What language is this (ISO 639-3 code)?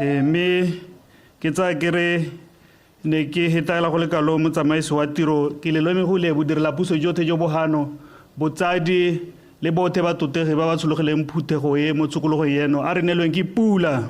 tsn